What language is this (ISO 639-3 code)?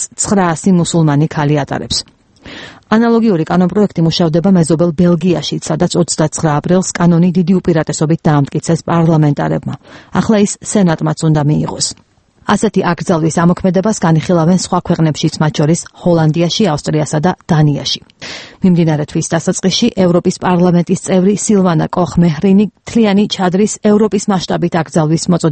kat